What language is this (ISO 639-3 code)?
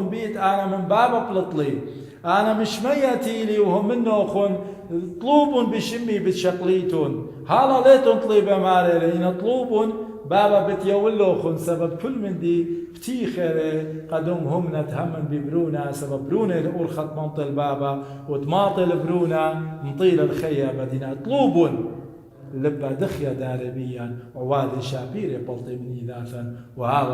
aii